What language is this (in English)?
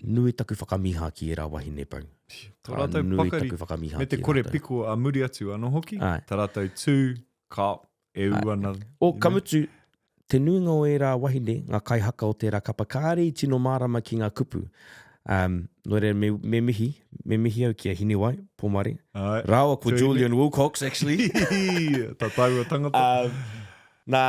Māori